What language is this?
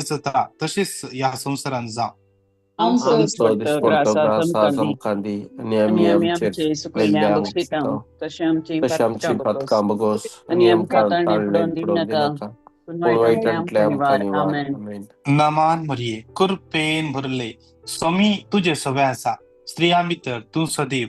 Konkani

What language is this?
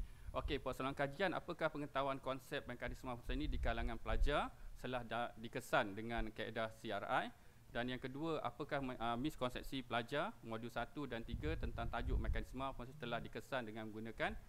Malay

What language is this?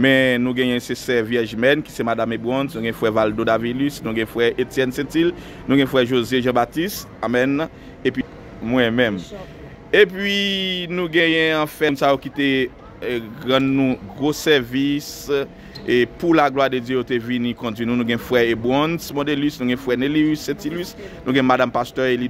Haitian Creole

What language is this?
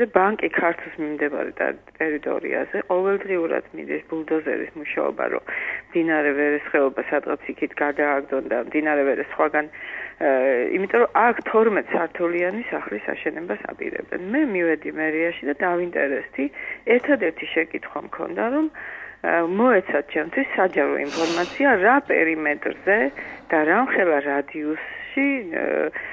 Georgian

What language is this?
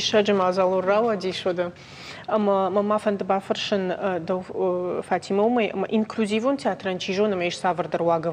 Ossetic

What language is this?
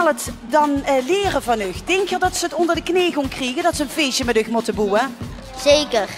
Limburgish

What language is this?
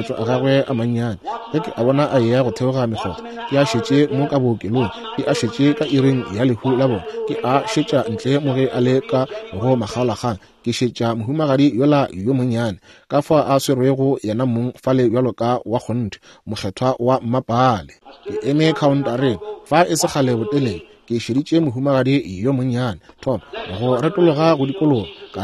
Northern Sotho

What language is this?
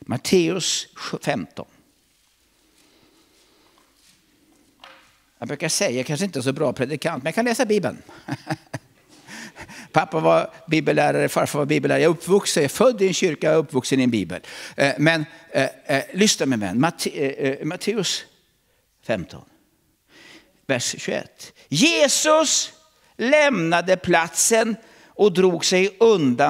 Swedish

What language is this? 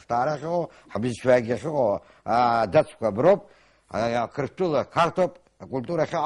Abkhazian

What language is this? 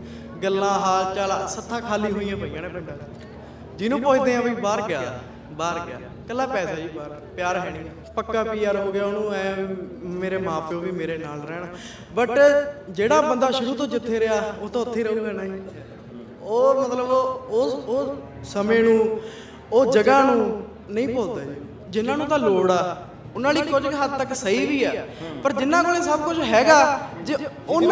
Punjabi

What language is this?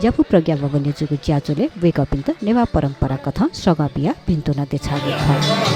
Newari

